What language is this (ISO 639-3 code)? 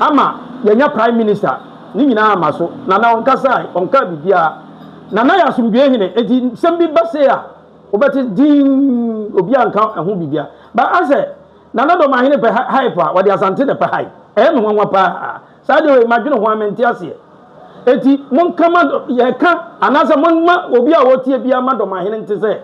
aka